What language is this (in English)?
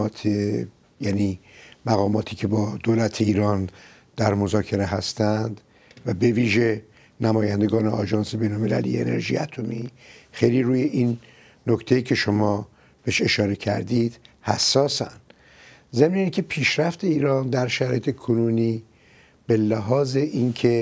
Persian